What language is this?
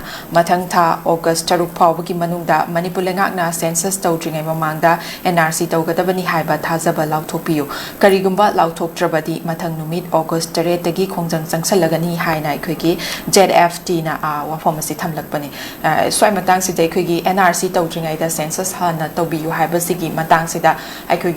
Manipuri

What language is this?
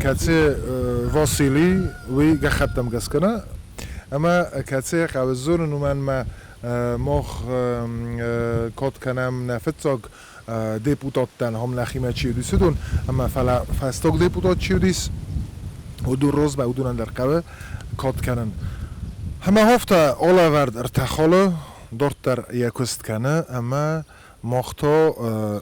Ossetic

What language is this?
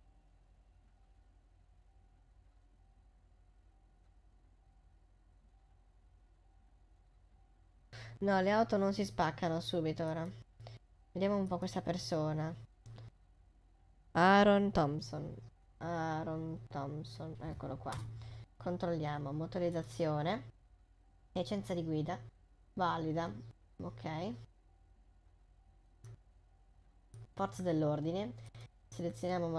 Italian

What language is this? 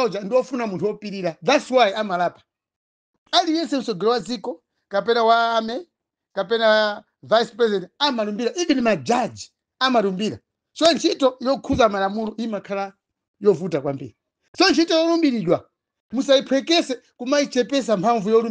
Nyanja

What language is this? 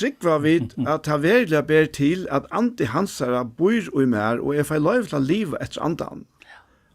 Faroese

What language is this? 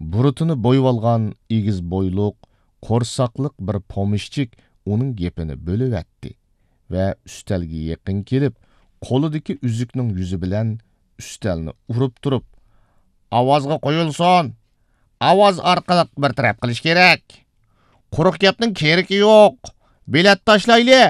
Uyghur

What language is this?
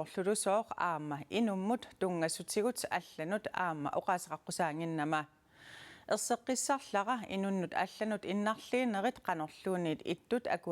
Kalaallisut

